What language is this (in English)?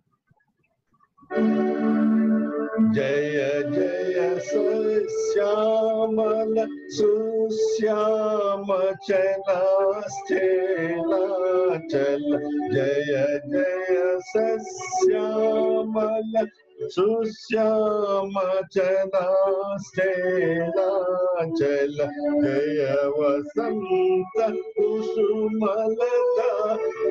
Telugu